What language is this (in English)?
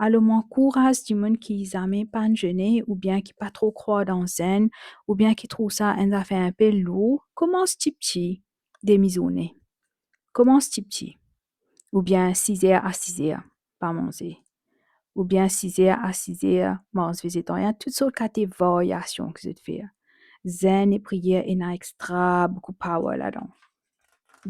Morisyen